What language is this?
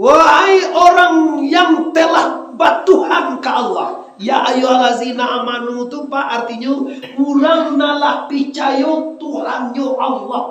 Minangkabau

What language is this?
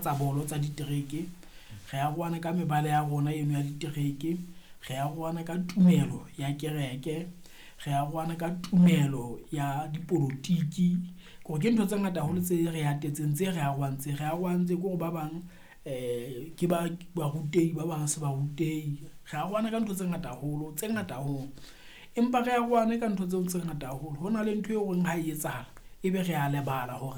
Southern Sotho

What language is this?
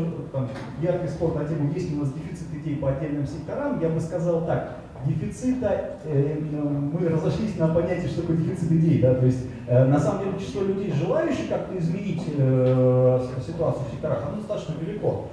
Russian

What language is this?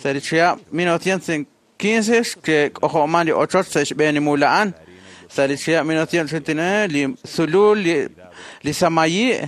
Kekchí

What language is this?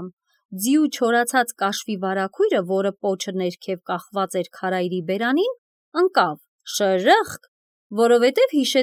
Armenian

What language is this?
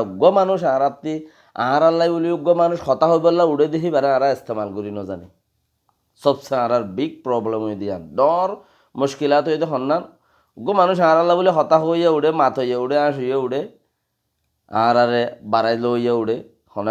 Rohingya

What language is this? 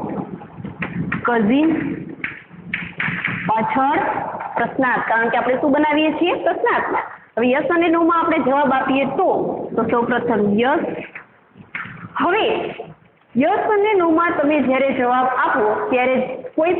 Gujarati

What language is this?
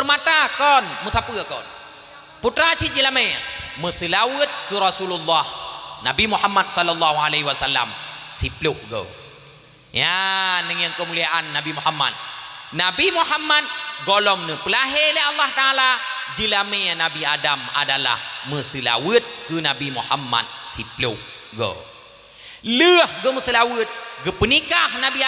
Achinese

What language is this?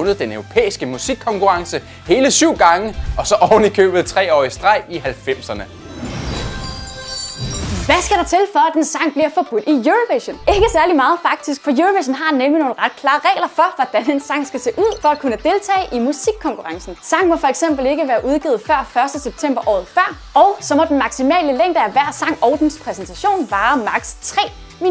Danish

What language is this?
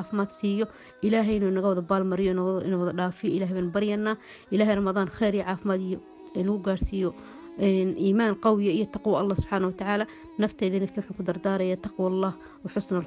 Somali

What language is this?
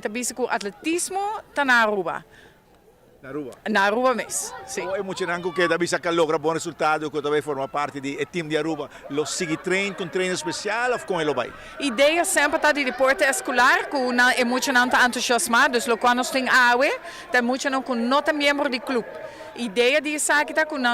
Papiamento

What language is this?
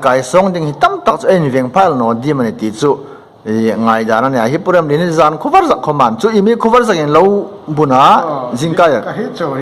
Hmar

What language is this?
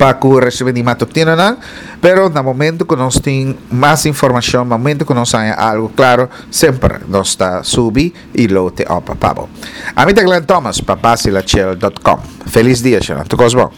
Papiamento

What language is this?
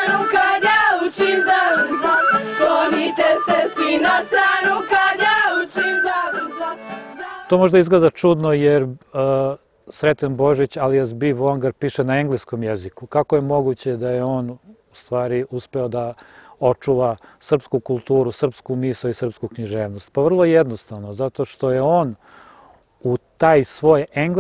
Serbian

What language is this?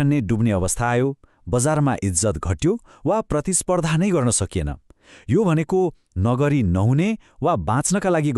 Nepali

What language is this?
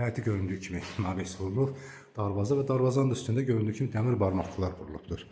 Azerbaijani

